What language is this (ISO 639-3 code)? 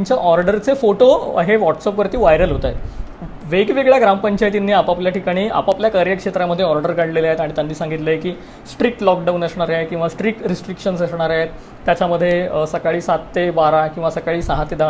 mar